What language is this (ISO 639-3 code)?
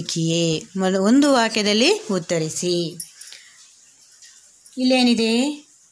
kan